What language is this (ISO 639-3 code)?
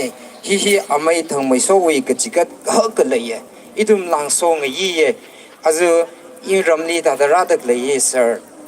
nmf